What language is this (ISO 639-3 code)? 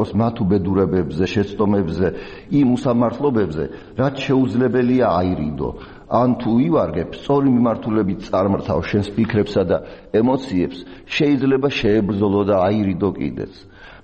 kat